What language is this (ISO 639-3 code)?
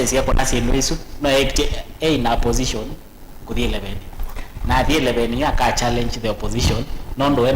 kam